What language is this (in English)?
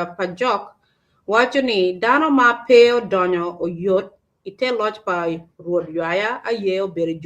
Acoli